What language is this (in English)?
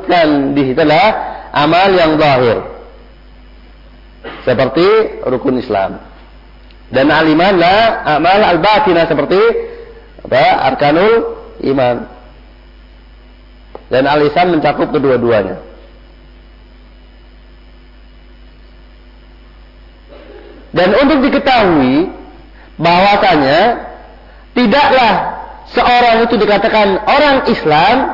Indonesian